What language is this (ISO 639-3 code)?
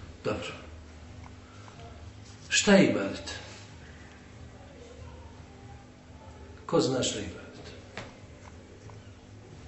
bos